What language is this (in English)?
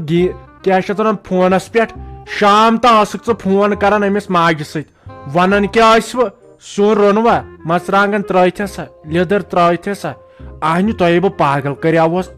Kashmiri